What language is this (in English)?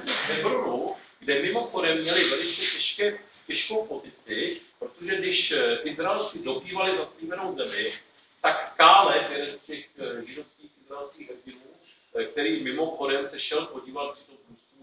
Czech